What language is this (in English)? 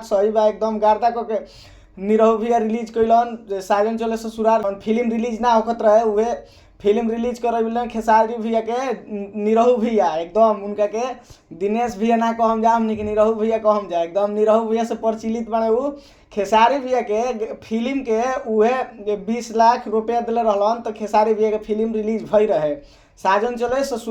Bhojpuri